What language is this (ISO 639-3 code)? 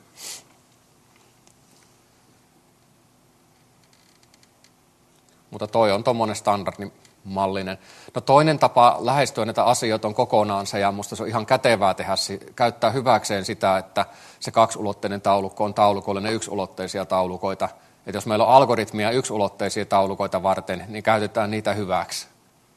fin